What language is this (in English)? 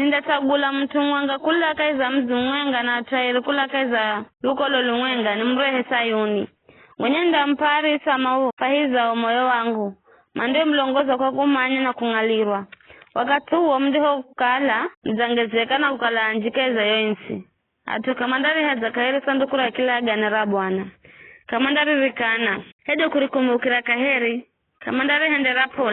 Giryama